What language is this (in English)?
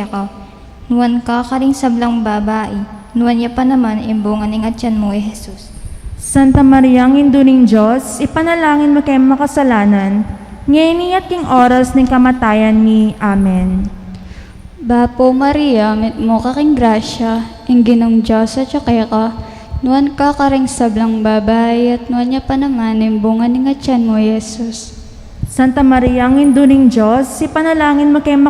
Pampanga